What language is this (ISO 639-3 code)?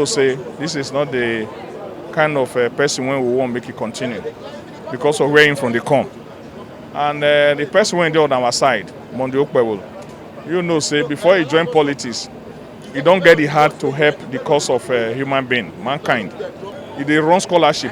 pcm